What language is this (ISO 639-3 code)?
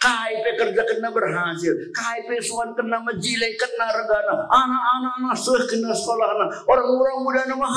btx